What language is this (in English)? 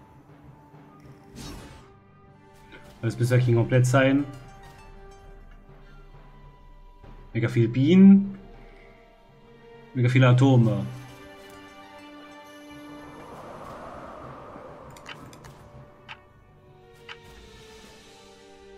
German